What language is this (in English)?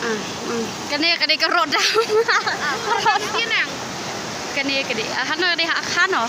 Khasi